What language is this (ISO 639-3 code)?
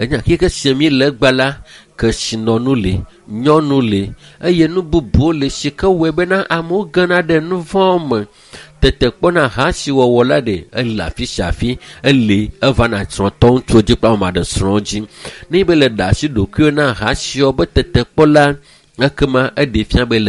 ewe